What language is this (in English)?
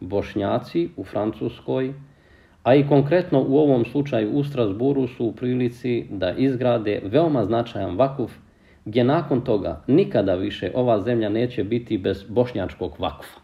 Bosnian